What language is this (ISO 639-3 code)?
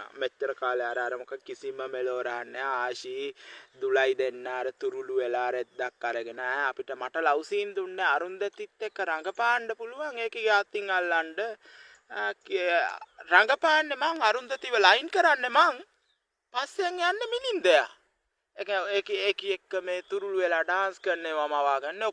sin